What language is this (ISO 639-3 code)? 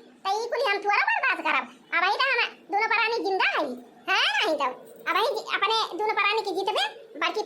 awa